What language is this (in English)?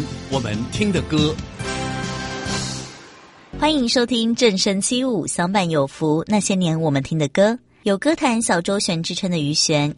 Chinese